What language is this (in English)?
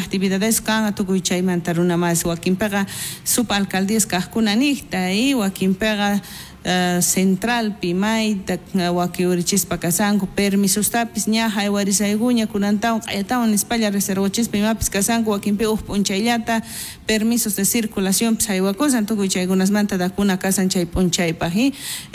South Bolivian Quechua